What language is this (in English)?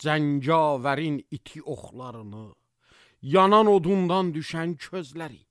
Azerbaijani